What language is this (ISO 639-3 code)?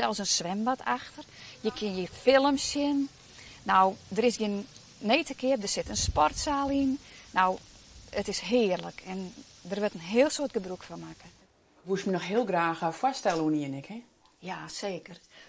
fry